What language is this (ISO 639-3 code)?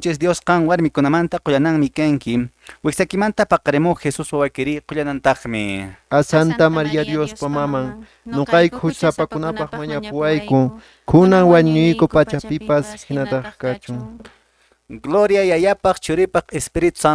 que